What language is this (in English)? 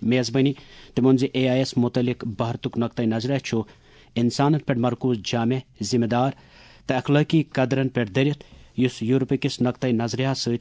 Kashmiri